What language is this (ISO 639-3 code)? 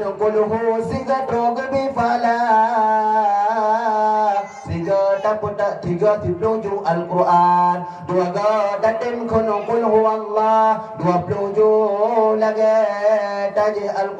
ace